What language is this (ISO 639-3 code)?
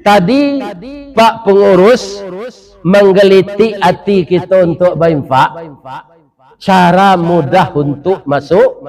min